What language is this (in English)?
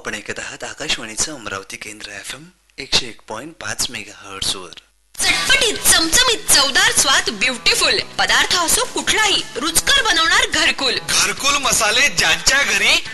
Marathi